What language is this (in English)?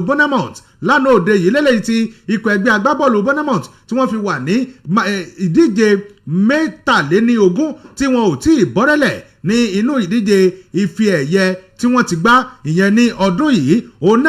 Yoruba